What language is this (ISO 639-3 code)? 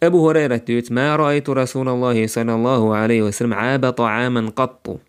che